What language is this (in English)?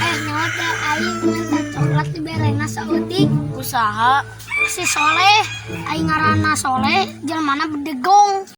Sundanese